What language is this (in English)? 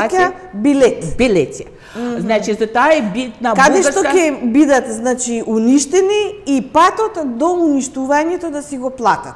Macedonian